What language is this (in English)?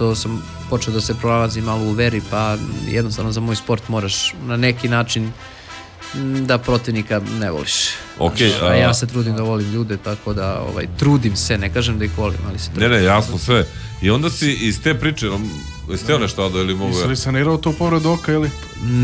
Serbian